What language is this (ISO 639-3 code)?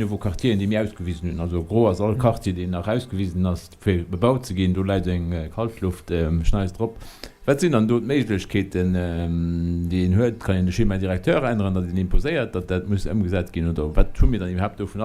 ltz